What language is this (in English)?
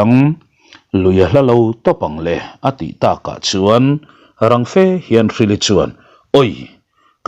Mizo